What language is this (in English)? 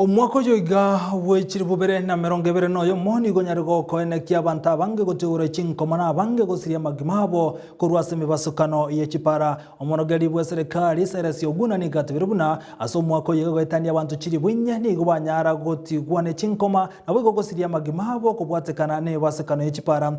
Gusii